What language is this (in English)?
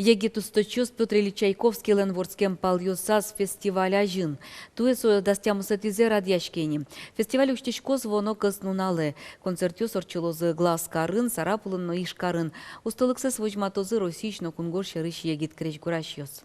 Udmurt